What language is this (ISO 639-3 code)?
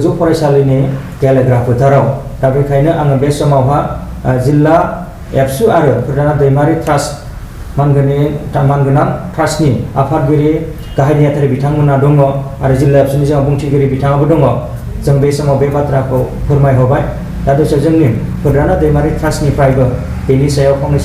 brx